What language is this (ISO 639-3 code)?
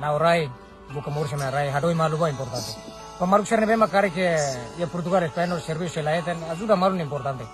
tet